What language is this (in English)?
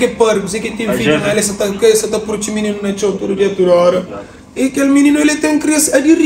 Kabuverdianu